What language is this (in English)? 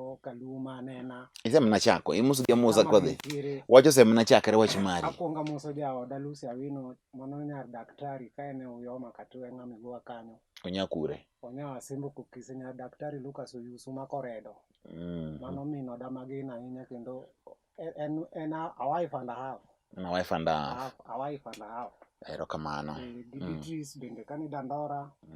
Luo (Kenya and Tanzania)